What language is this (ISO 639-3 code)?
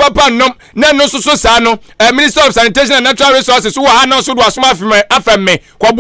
aka